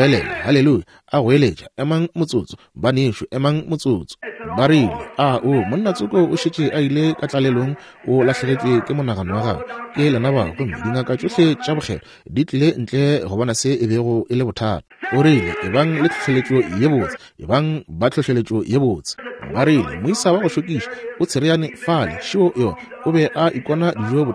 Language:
Northern Sotho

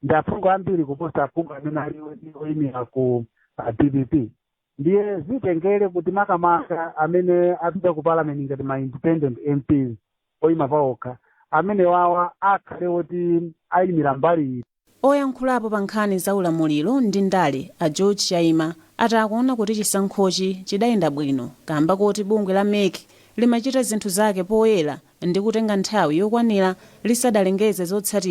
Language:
Nyanja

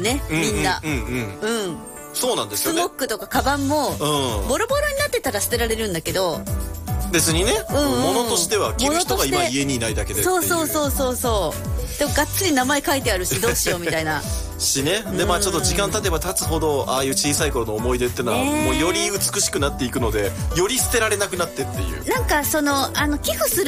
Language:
Japanese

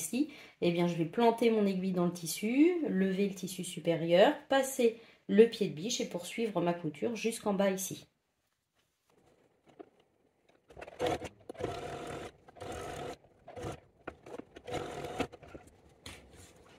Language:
French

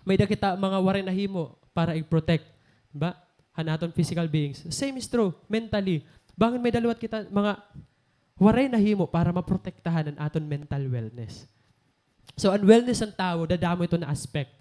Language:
Waray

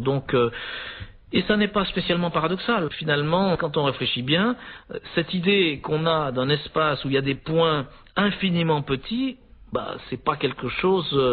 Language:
French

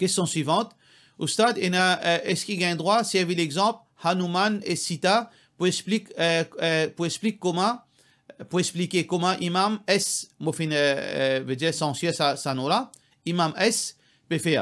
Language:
Morisyen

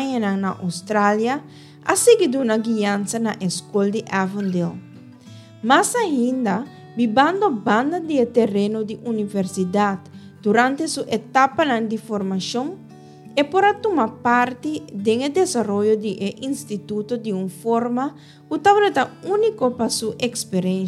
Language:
Papiamento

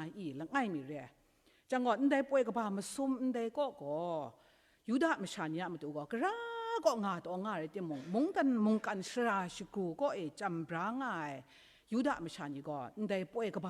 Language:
Kachin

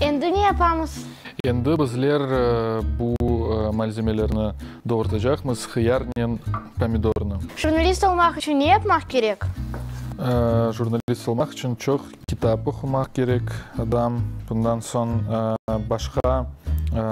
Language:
Crimean Tatar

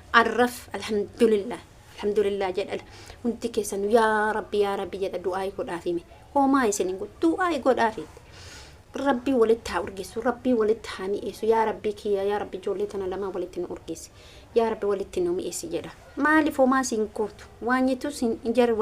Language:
Oromo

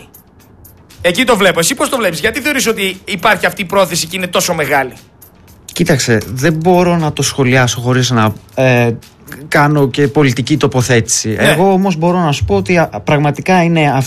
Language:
Greek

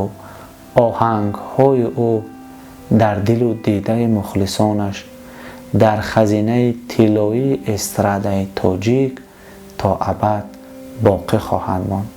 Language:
Tajik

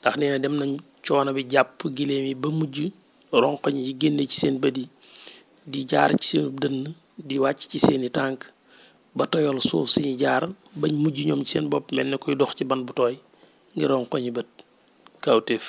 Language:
Wolof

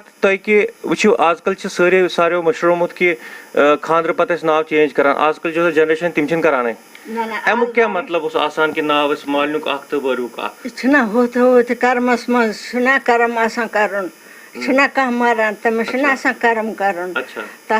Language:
Kashmiri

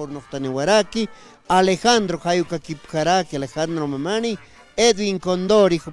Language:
Aymara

